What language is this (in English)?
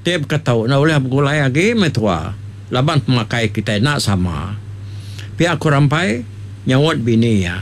Iban